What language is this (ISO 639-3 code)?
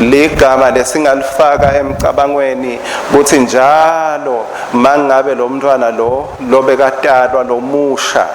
ssw